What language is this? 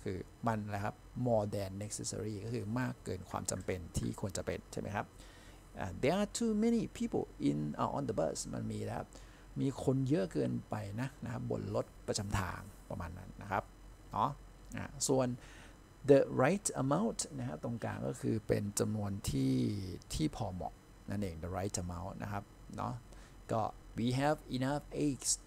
Thai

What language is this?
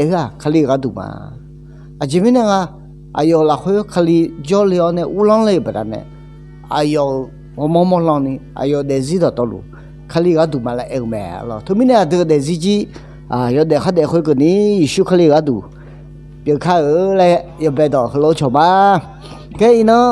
Akha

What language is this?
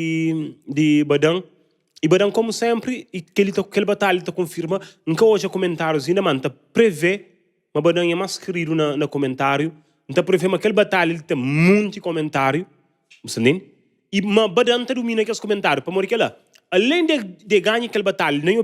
Kabuverdianu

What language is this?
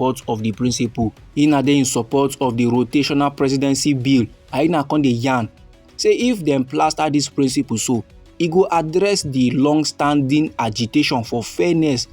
Nigerian Pidgin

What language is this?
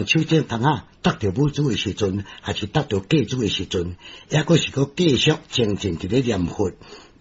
Min Nan Chinese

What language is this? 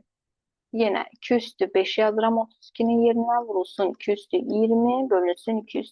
Azerbaijani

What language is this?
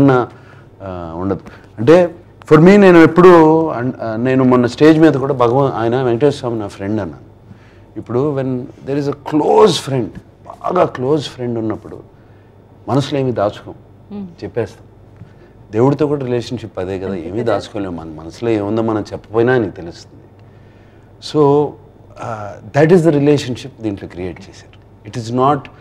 Telugu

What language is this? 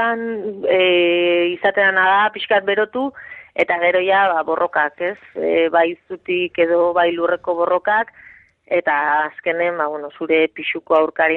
Basque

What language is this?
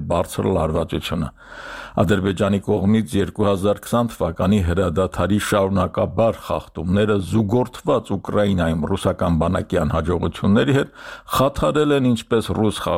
Armenian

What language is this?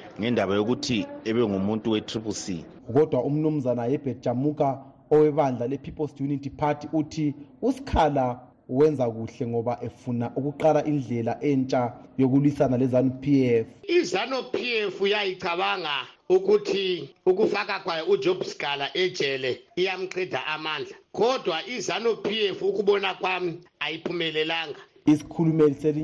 North Ndebele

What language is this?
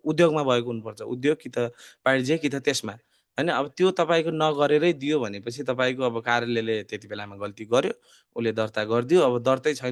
Nepali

